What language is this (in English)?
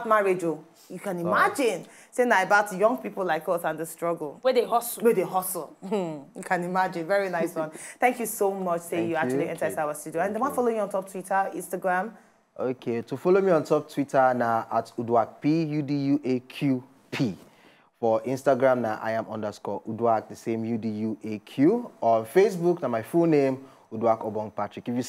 Nigerian Pidgin